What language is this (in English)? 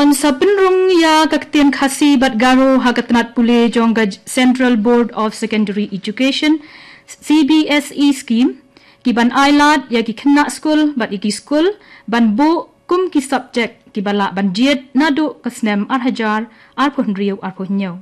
Khasi